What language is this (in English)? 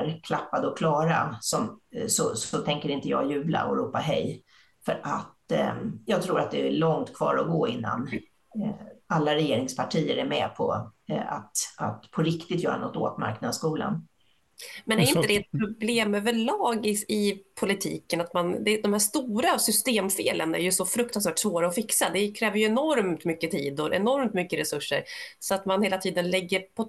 Swedish